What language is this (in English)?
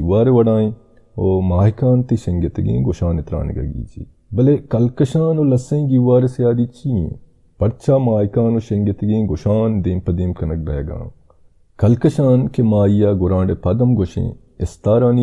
Baluchi